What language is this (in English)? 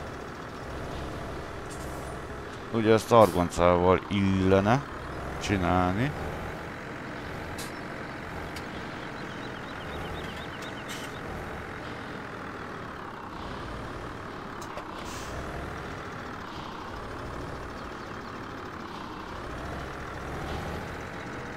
Hungarian